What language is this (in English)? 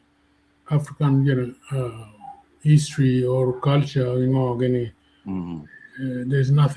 Acoli